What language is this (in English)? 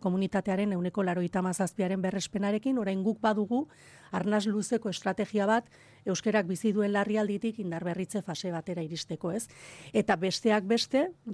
Basque